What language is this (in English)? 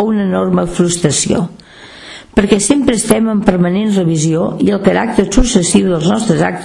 Catalan